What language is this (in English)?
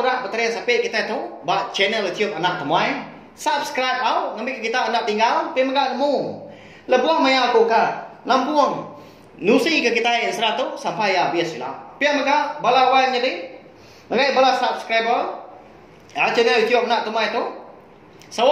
Iban